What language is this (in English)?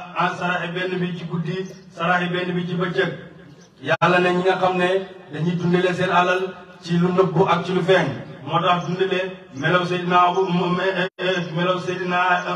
Wolof